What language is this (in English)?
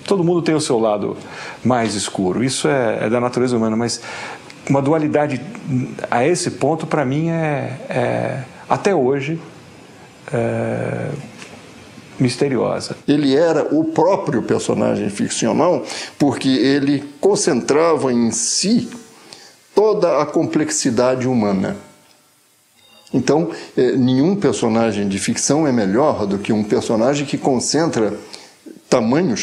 Portuguese